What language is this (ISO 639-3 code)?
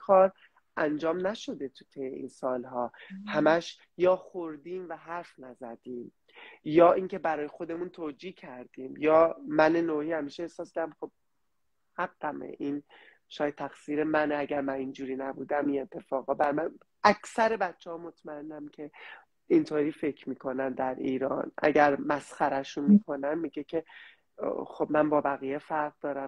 fas